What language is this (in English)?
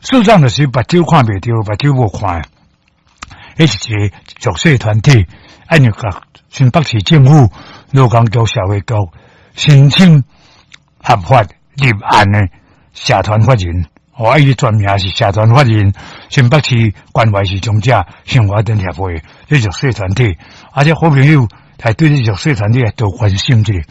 Min Nan Chinese